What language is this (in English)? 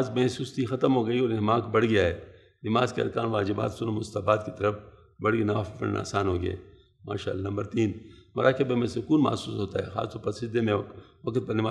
Urdu